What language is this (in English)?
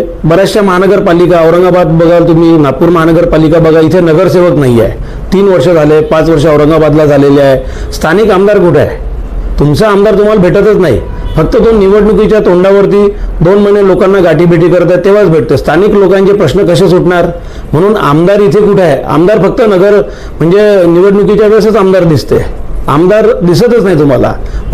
Marathi